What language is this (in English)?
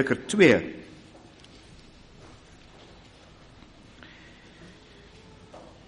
Afrikaans